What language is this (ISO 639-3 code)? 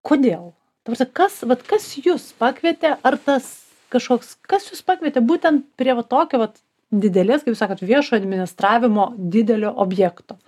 lit